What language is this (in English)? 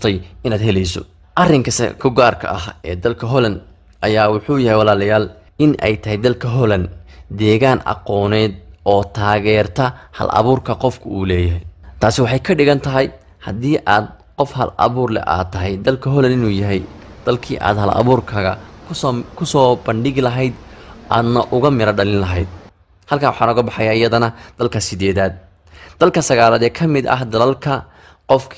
Somali